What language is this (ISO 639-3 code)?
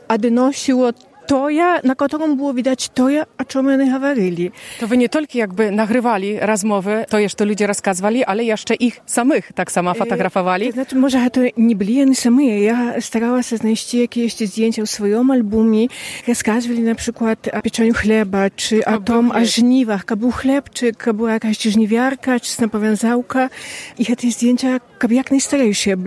bel